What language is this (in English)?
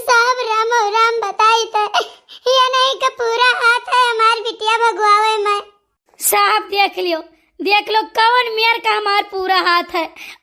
Awadhi